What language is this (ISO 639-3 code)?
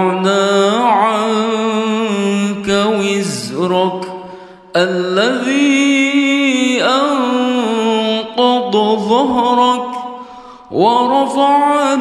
ara